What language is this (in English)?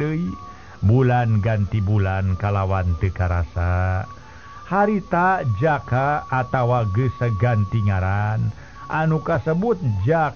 Sundanese